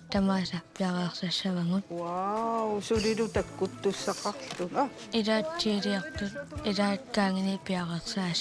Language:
Kalaallisut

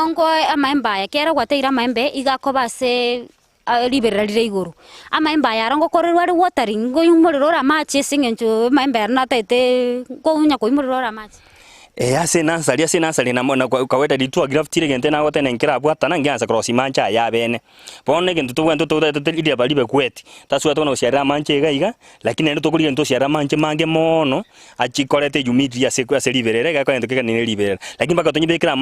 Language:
Gusii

